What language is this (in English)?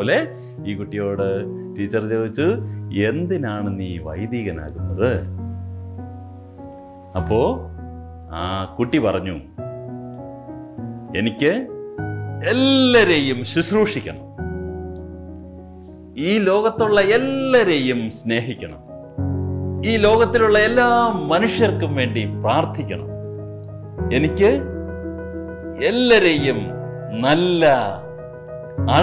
Malayalam